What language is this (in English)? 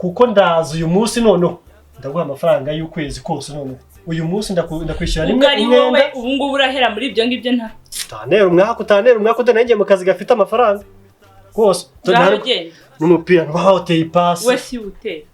Kinyarwanda